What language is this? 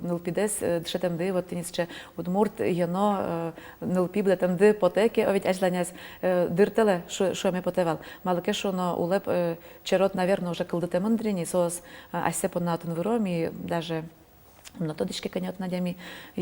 Udmurt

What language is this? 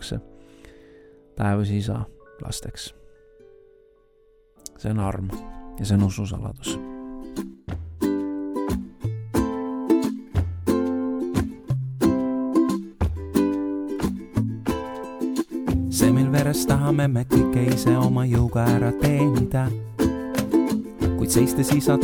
Estonian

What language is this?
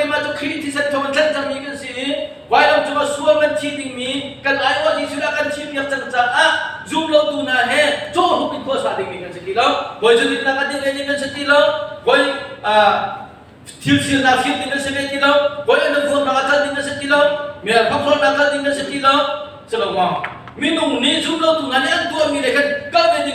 Hakha Chin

